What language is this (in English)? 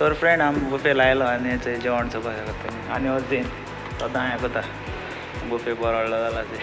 Konkani